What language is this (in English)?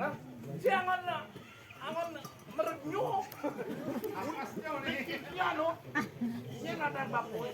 Balinese